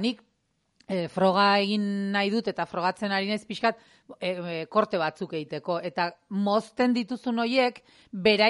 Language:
Basque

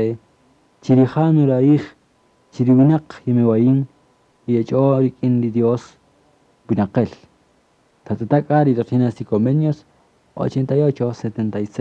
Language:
Kaqchikel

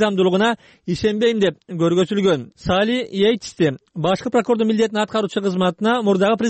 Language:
Kyrgyz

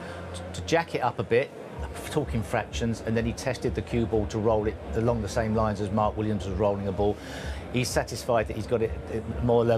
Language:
English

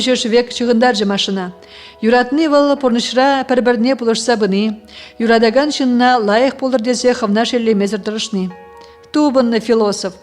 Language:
Chuvash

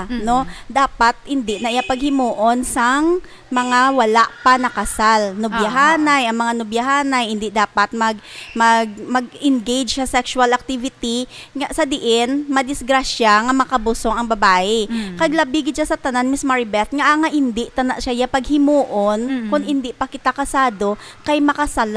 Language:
Hiligaynon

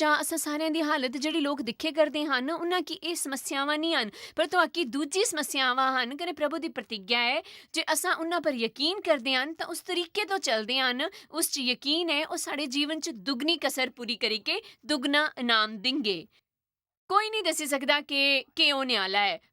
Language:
Dogri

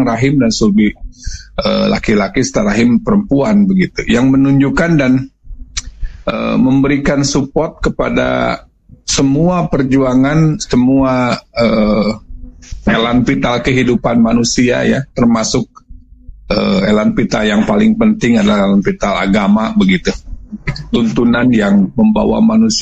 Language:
Indonesian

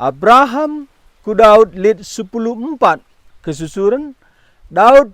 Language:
Batak Karo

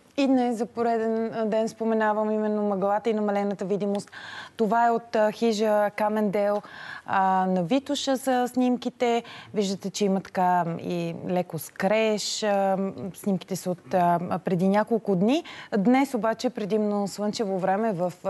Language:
Bulgarian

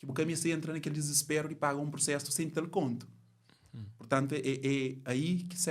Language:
Kabuverdianu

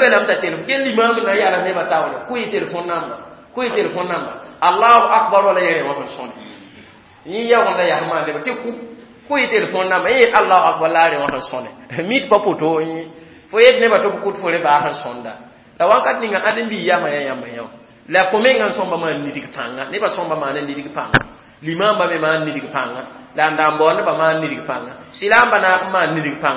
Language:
Mossi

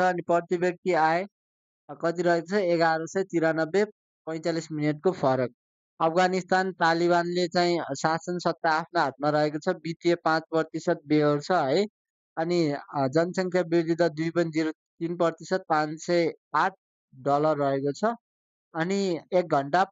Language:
Nepali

